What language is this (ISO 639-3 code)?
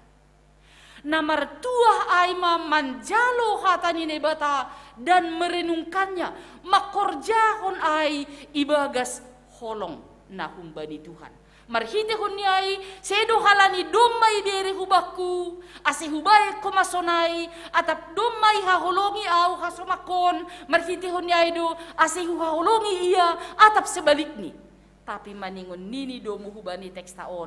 bts